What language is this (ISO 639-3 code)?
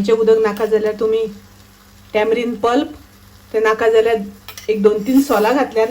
kok